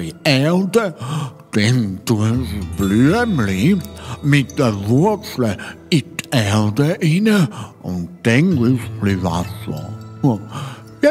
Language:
Swiss German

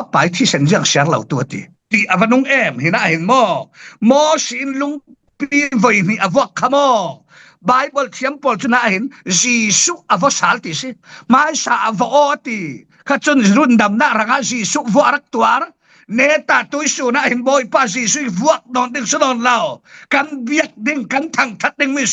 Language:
Falam Chin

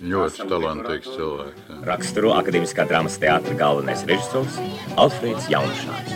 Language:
Latvian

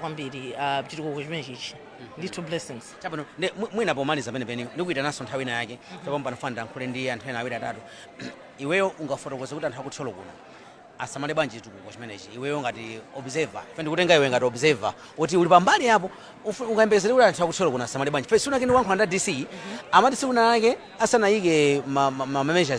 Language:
Nyanja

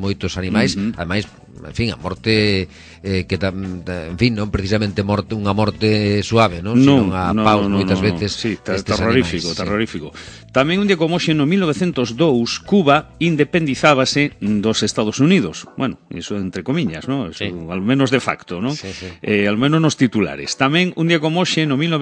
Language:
Galician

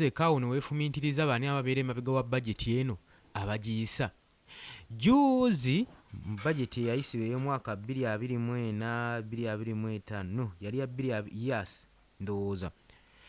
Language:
Ganda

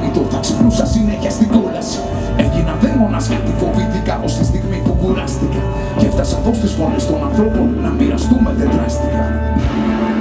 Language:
Greek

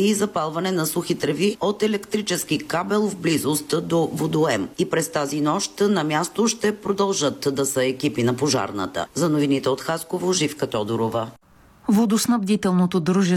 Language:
Bulgarian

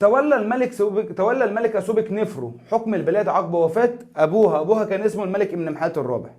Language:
Egyptian Arabic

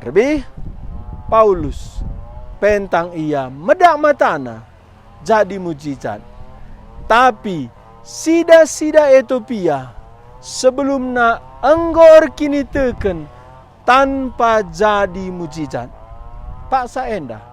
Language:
Batak Karo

